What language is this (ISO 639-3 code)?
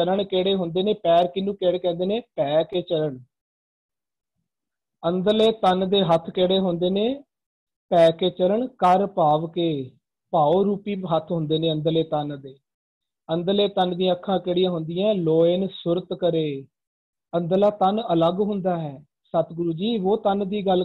pan